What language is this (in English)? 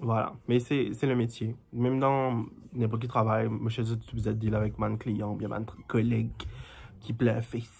Morisyen